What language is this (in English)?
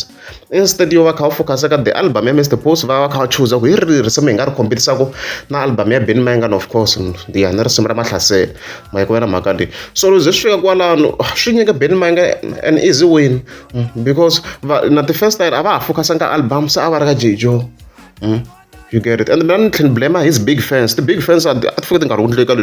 Tsonga